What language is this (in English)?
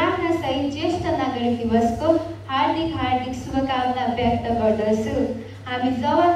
Nepali